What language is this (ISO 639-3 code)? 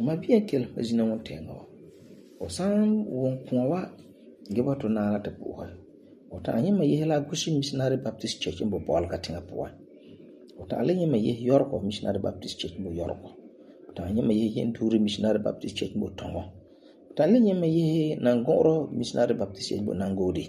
gur